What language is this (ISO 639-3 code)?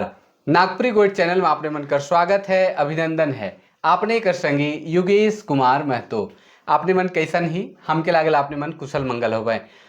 sck